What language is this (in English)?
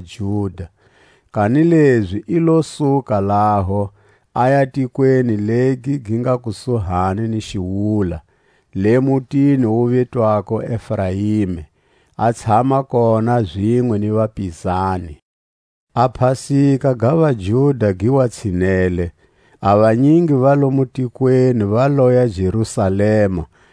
Tswa